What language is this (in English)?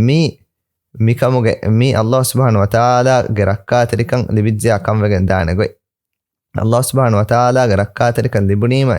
Divehi